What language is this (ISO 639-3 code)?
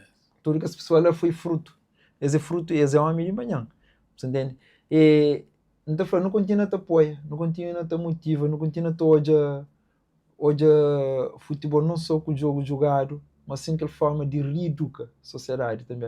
kea